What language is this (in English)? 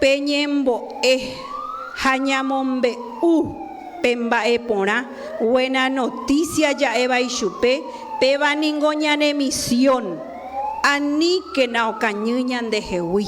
Guarani